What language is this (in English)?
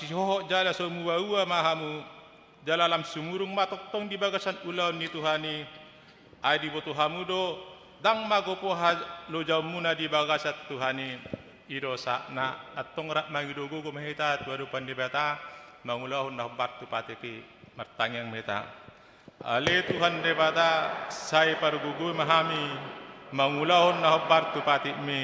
Batak Toba